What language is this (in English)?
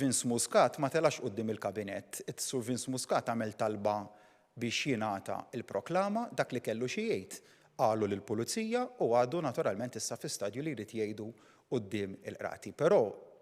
Maltese